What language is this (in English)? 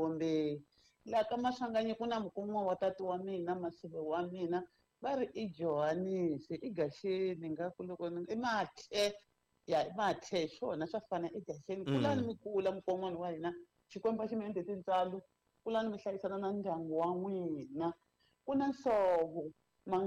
Tsonga